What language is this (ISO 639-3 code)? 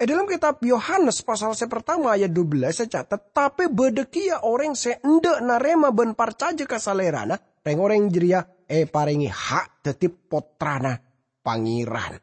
mad